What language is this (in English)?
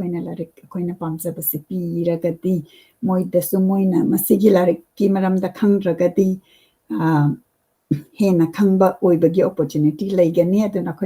Manipuri